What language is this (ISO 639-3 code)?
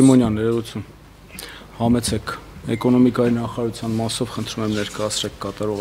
hye